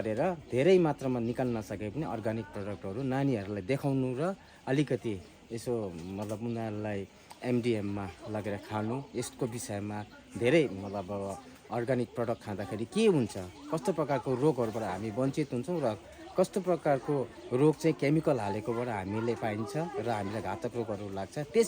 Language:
Nepali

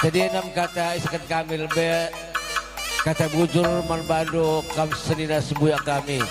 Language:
Batak Karo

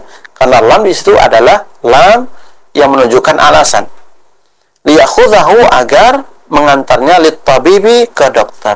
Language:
Indonesian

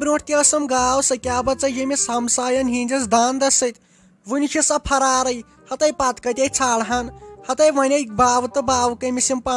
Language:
Kashmiri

